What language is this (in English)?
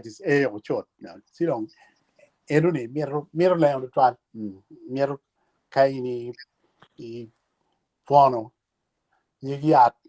Acoli